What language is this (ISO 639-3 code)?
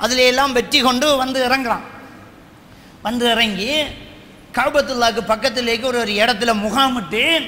tam